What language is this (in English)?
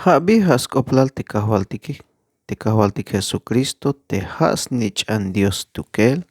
Tzeltal